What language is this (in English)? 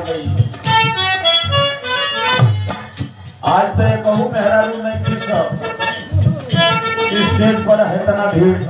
Bhojpuri